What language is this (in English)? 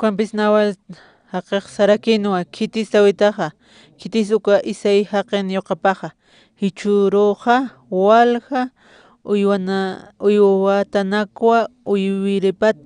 Aymara